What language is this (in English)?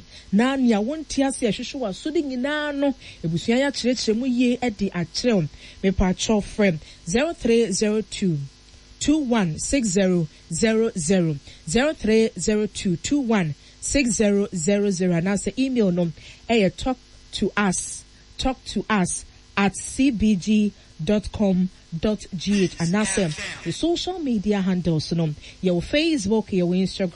Akan